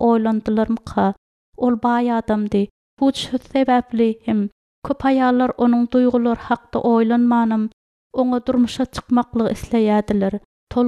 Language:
Turkmen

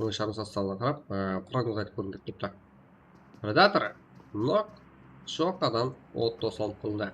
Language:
Kara-Kalpak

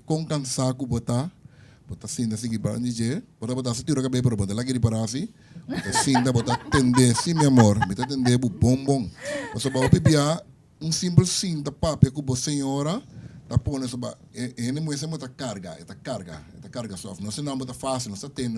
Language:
Papiamento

